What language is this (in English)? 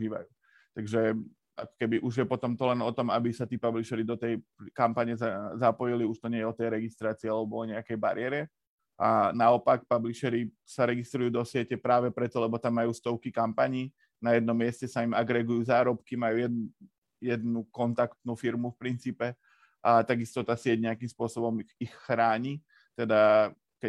Slovak